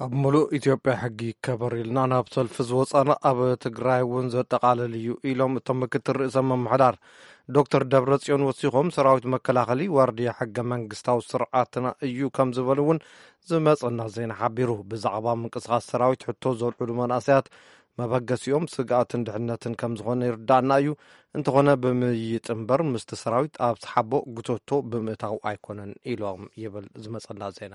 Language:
Tigrinya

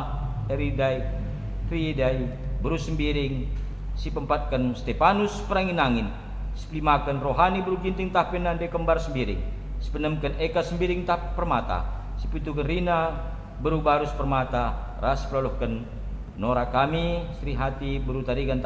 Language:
Batak Karo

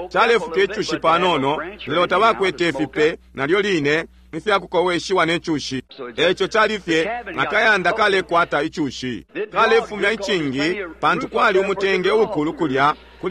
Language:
Bemba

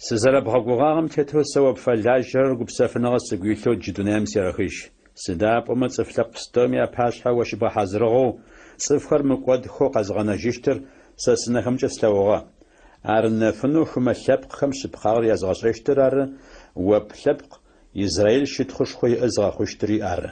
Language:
Adyghe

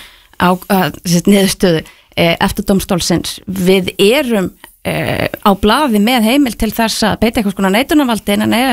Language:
Icelandic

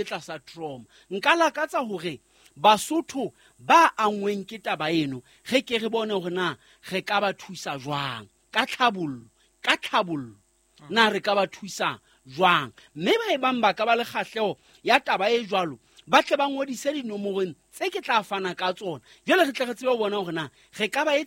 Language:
Southern Sotho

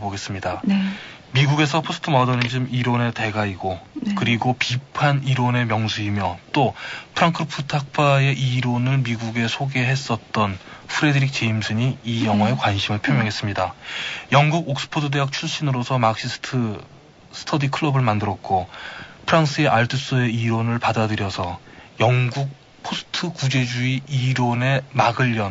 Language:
Korean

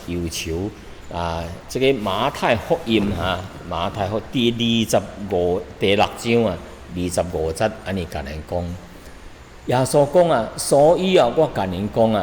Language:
Min Nan Chinese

